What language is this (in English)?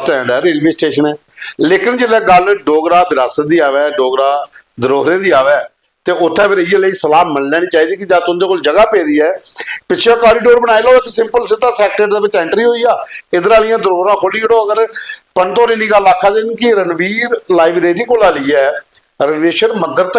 Dogri